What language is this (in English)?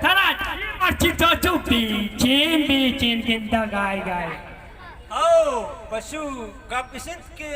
Baluchi